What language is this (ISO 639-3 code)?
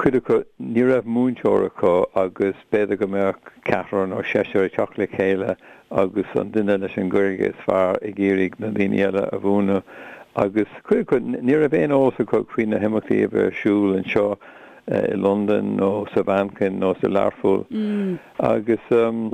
gle